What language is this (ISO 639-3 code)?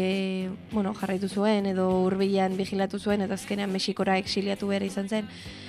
eus